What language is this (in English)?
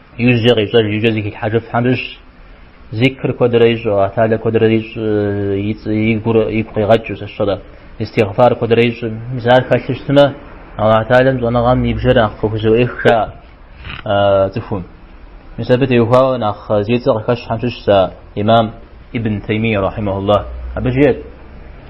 Kabardian